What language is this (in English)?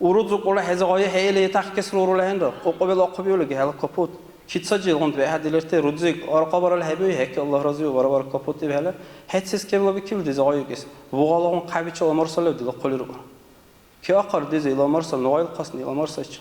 Dargwa